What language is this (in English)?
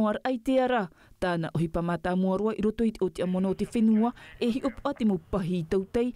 Tahitian